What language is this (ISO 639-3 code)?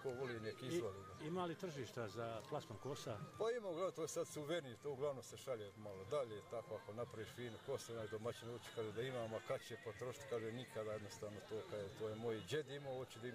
bos